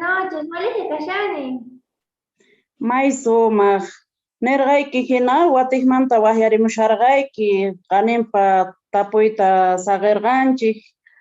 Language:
South Bolivian Quechua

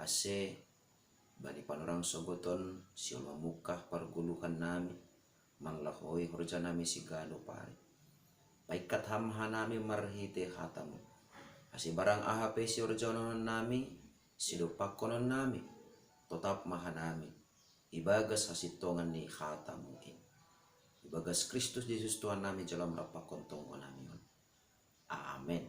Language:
Batak Simalungun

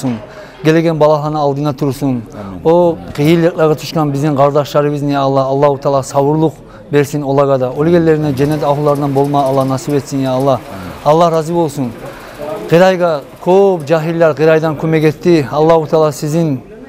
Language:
Kumyk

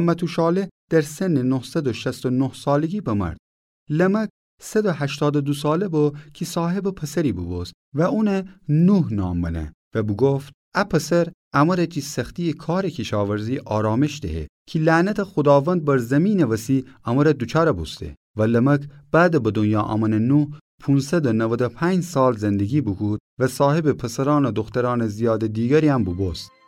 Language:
Gilaki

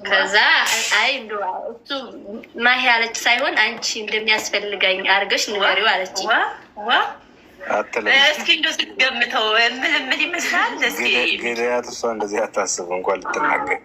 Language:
Amharic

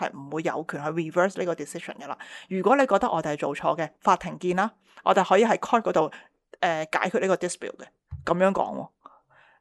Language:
Cantonese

